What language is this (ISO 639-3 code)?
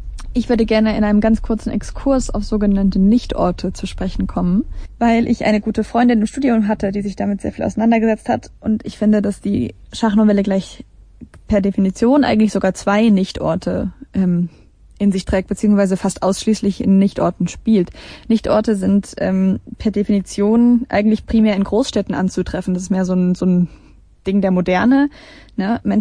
deu